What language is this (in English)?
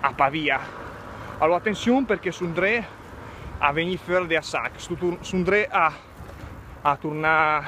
Lombard